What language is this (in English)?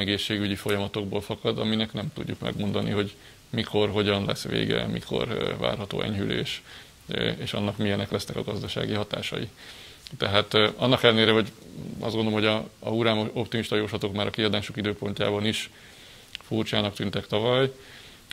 Hungarian